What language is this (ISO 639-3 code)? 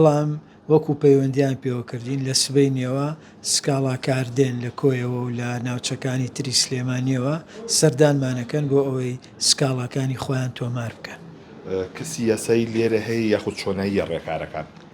ckb